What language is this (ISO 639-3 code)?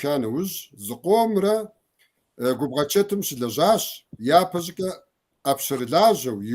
kbd